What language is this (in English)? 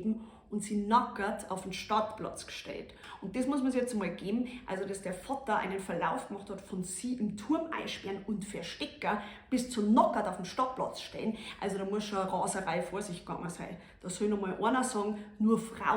Bavarian